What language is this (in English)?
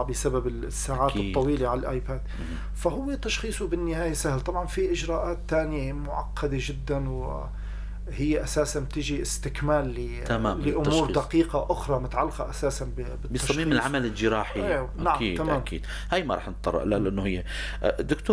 North Levantine Arabic